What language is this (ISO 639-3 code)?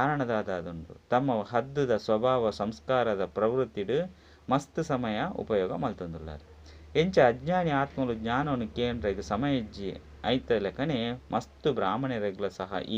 tcy